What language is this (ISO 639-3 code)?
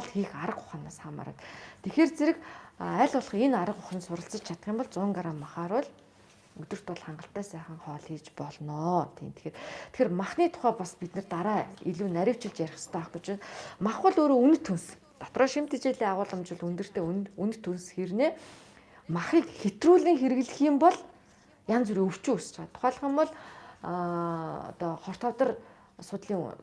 mon